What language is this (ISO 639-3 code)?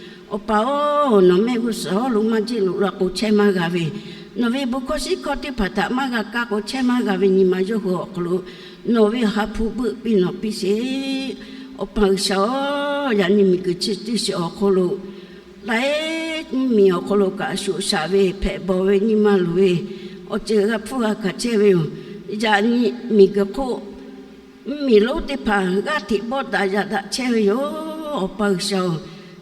lhu